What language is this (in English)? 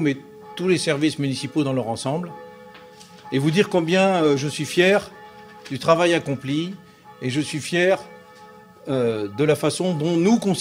French